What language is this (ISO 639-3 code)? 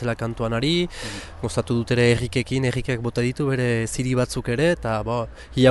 eus